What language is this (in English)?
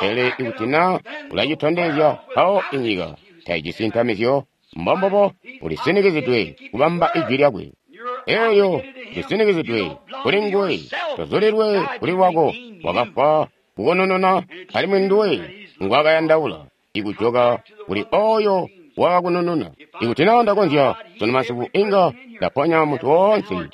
Tonga (Zambia)